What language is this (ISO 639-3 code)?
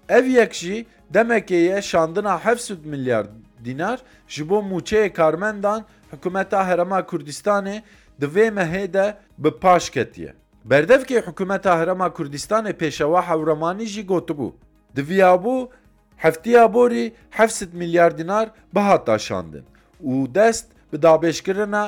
kur